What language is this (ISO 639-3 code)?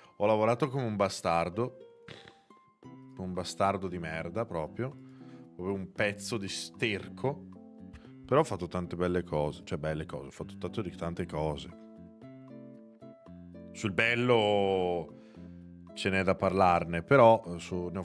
ita